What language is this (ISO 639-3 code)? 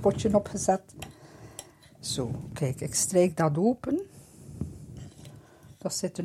nld